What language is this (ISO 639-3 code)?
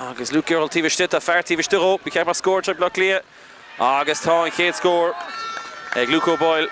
gle